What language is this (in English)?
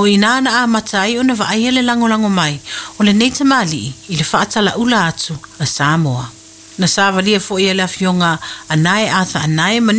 Samoan